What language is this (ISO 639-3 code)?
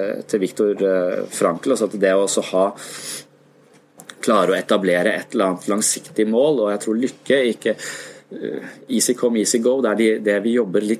nor